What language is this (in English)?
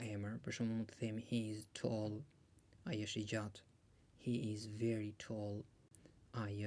Albanian